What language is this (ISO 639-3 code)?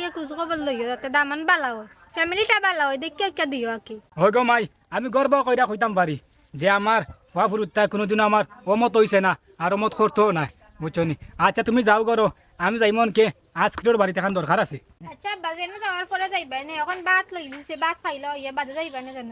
syl